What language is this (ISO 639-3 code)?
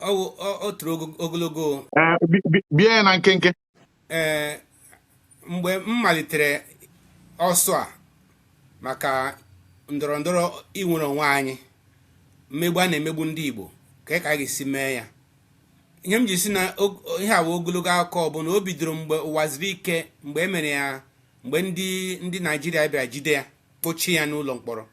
ibo